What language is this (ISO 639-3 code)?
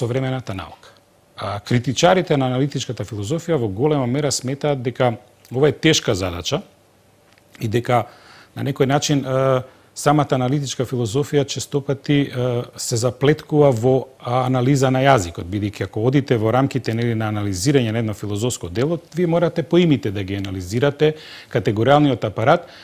mkd